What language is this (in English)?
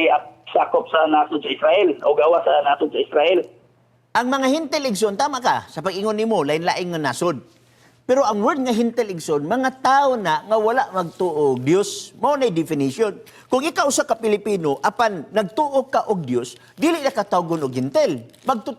Cebuano